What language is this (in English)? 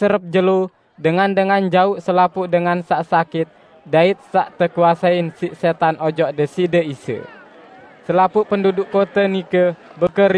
Sasak